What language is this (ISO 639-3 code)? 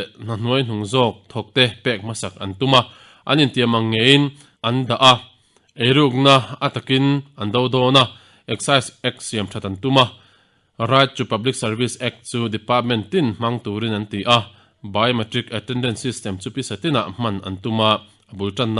lus